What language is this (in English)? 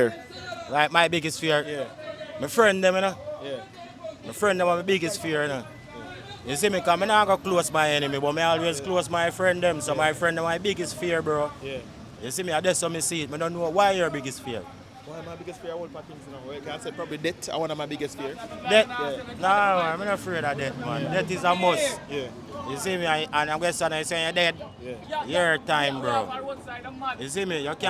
Jamaican Creole English